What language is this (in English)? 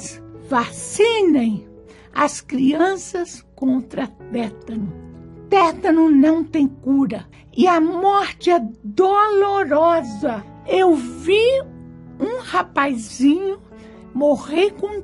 Portuguese